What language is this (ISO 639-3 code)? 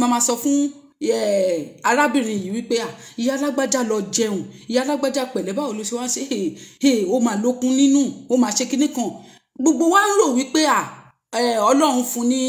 yor